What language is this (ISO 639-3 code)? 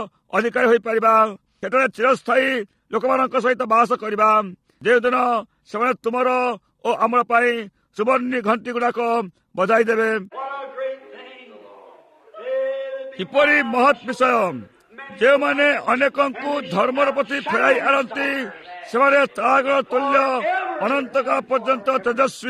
ori